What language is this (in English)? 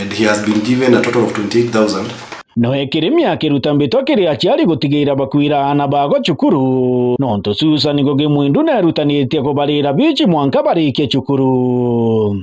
Meru